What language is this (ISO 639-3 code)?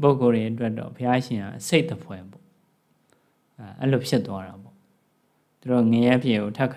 mya